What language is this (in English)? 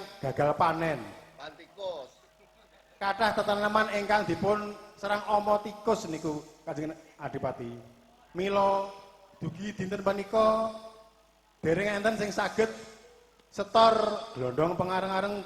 Javanese